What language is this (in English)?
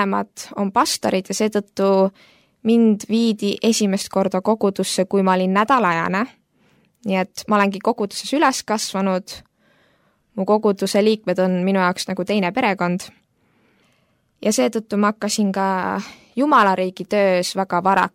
Estonian